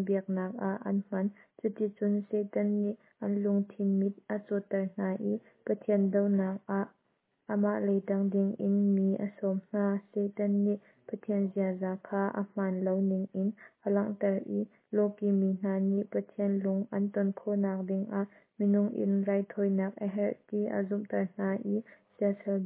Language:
Hakha Chin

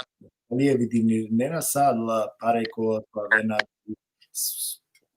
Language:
Balkan Romani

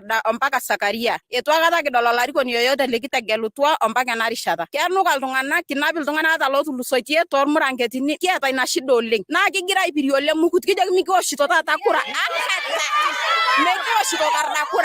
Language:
Masai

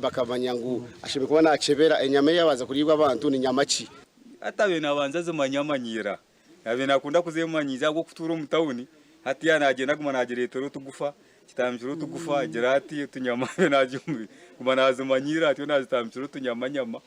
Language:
Nyankole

